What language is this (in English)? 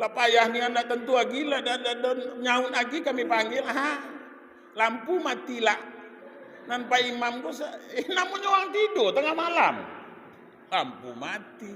Minangkabau